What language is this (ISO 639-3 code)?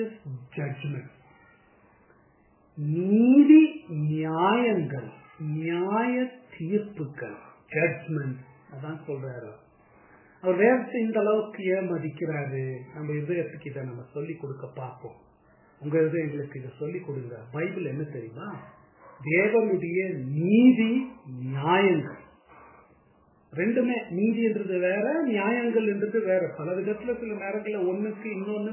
tam